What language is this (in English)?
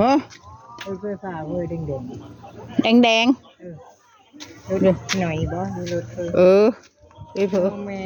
Northeastern Thai